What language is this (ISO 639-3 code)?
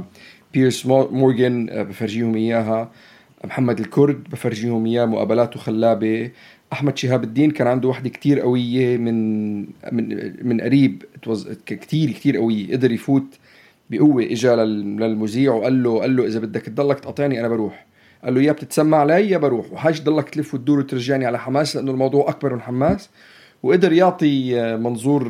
apc